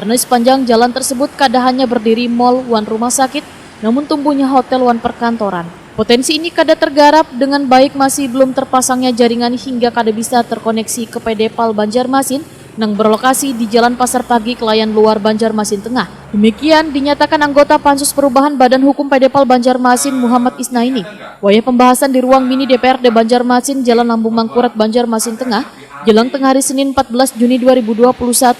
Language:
Banjar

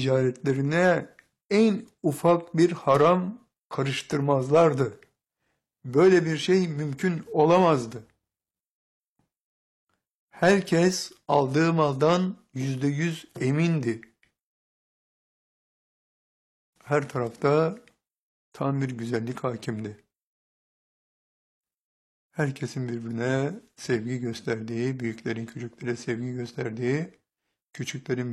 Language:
Turkish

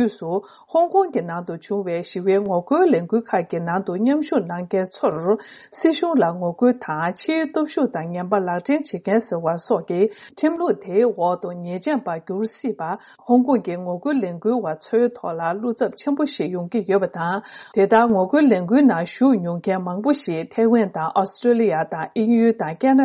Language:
Tibetan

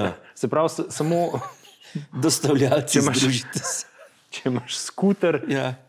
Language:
Slovenian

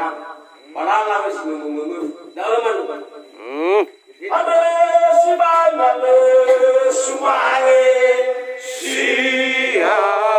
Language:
Nias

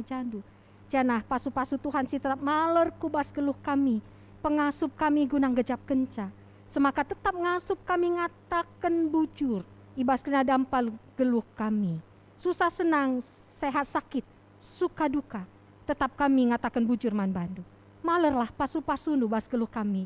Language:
Batak Karo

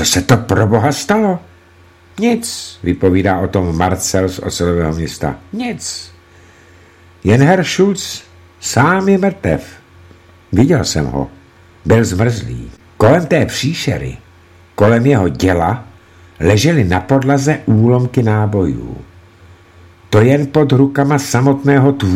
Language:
Czech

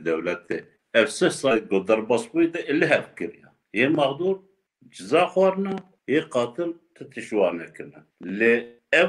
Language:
Kurdish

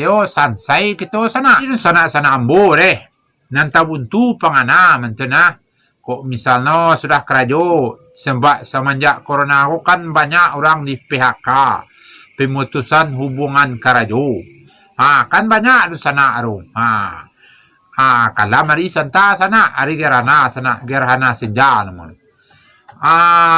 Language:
Minangkabau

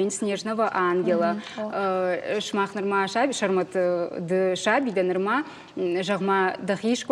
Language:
Ossetic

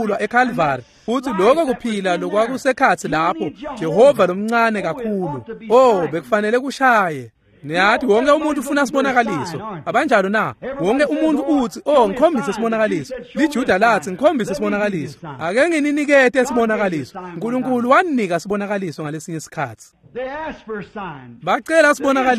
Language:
Swati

